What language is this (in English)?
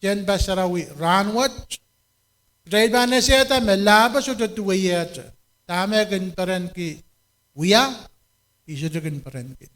Pohnpeian